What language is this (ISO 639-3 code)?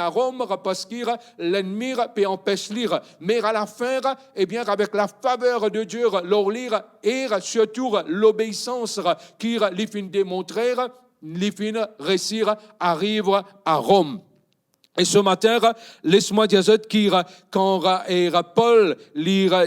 mfe